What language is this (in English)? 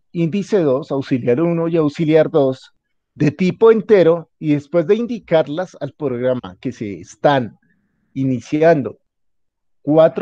Spanish